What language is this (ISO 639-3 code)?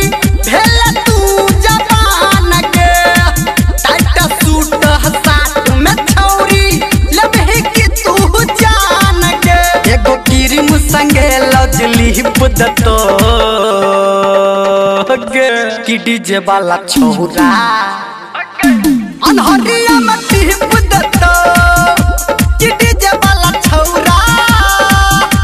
mai